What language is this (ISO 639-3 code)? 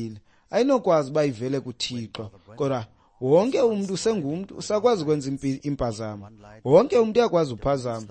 xho